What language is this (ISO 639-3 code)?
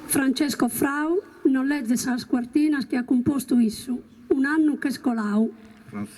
srd